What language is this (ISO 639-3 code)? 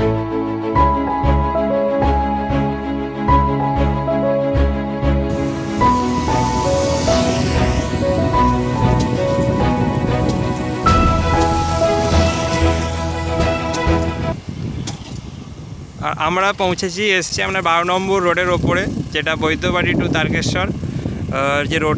ben